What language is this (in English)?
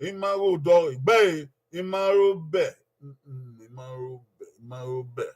Bini